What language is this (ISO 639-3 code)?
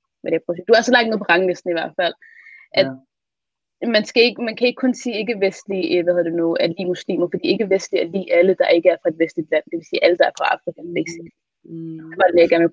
dan